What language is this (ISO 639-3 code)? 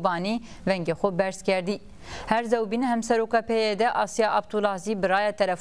zza